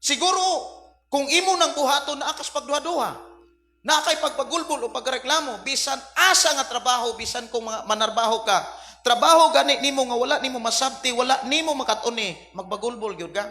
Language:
Cebuano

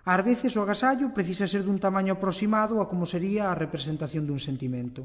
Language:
Galician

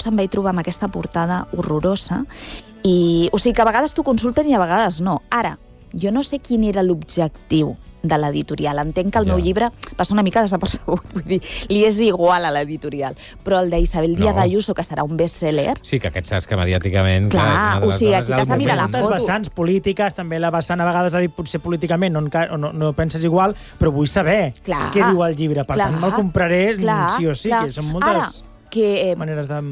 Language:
Catalan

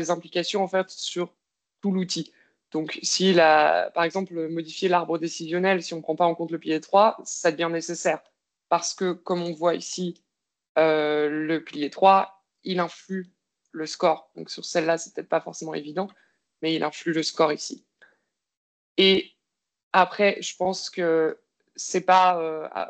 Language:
French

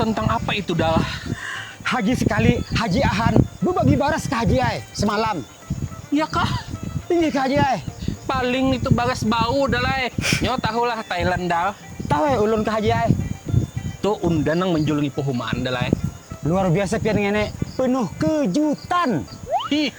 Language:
Banjar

